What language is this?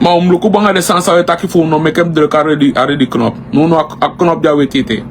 Sranan Tongo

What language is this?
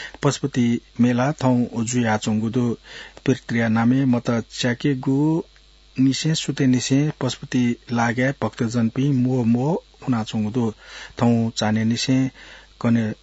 Newari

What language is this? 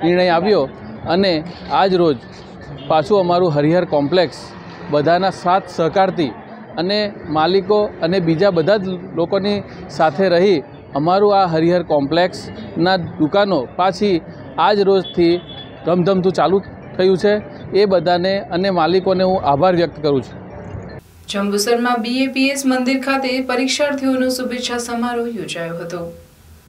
Gujarati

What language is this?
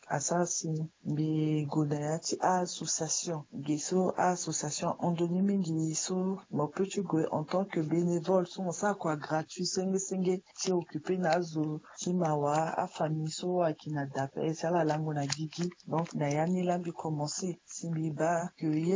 Sango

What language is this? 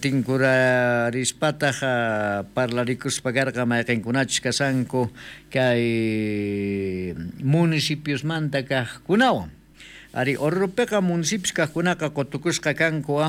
South Bolivian Quechua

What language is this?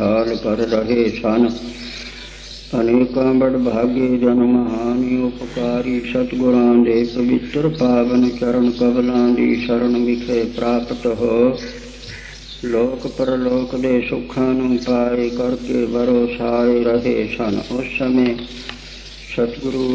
Punjabi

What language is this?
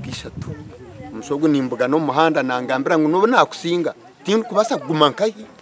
Nyankole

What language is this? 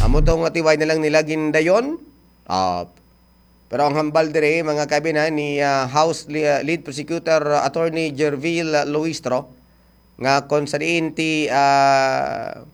Hiligaynon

